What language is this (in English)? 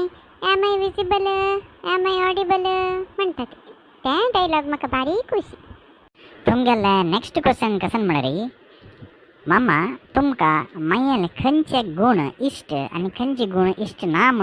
Konkani